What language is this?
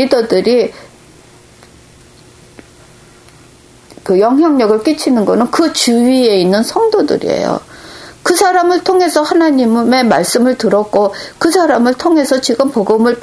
Korean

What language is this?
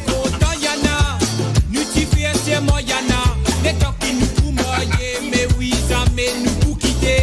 Morisyen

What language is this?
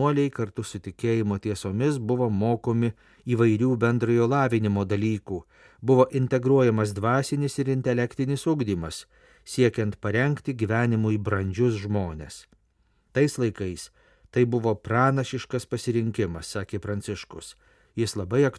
Lithuanian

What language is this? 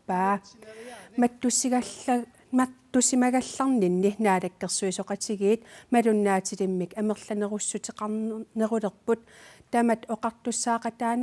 Kalaallisut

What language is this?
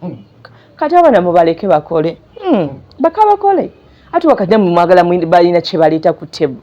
Ganda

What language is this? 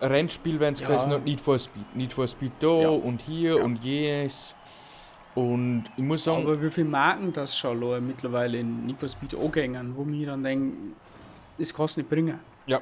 Bavarian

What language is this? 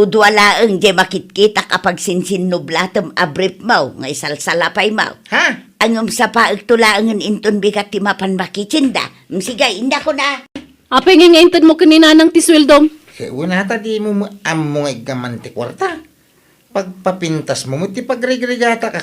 Iloko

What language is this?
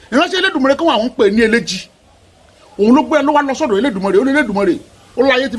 Yoruba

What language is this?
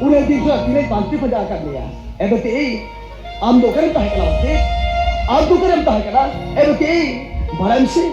Santali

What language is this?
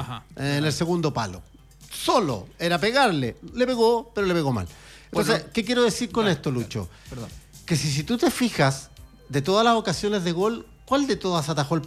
Spanish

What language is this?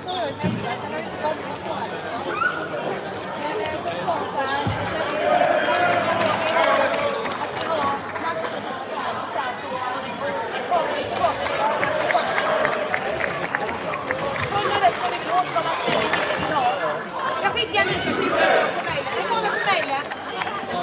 Swedish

